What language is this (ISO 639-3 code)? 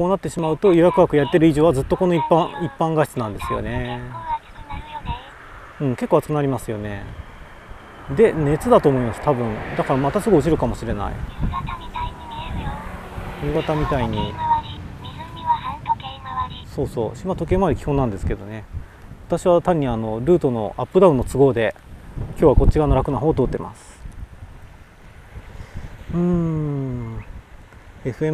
jpn